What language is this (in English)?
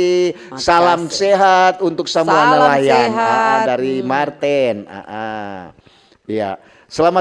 Manado Malay